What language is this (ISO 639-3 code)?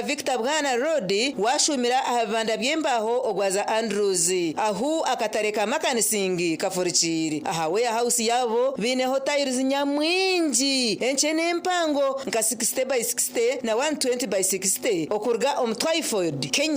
nyn